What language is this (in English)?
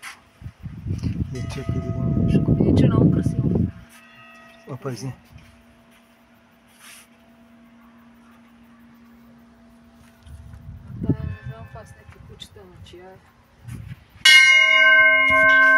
Bulgarian